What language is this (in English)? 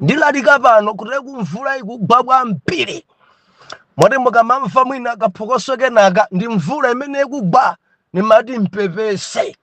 Nyanja